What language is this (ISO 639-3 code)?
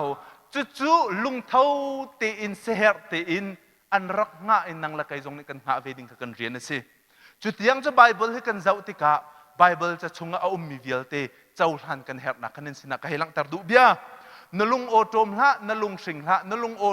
cnh